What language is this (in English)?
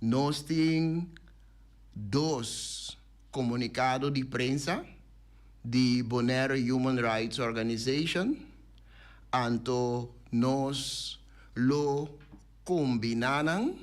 Papiamento